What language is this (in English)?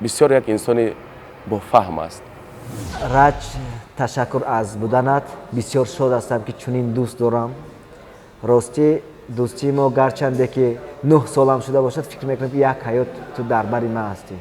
Tajik